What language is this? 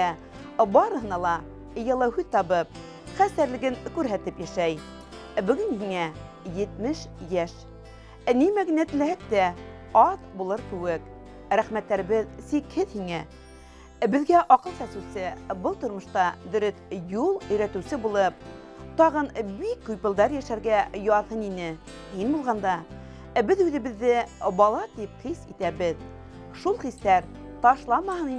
Bashkir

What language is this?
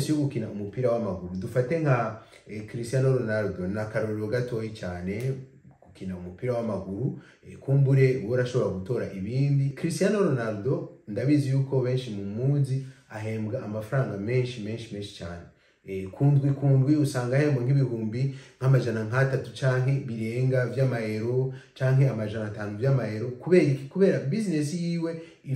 Rundi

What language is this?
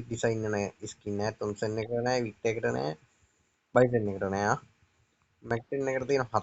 Sinhala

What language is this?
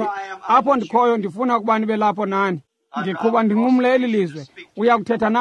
Xhosa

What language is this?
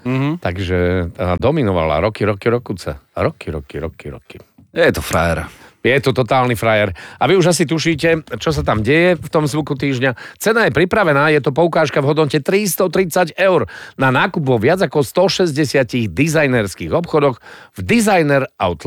Slovak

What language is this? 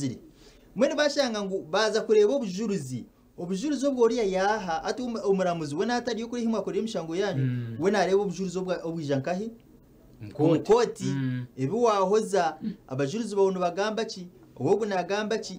Nyankole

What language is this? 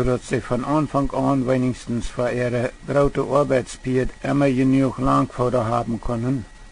Plautdietsch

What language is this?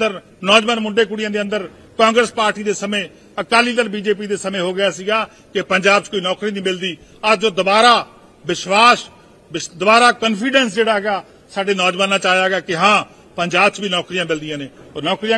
Punjabi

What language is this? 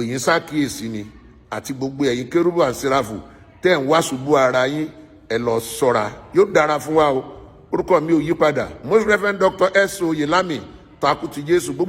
Yoruba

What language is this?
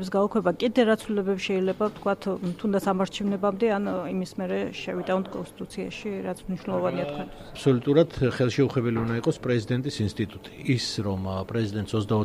Georgian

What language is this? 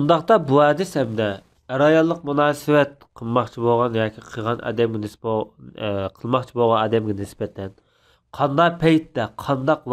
Uyghur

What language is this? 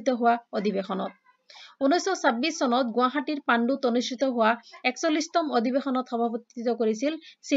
Assamese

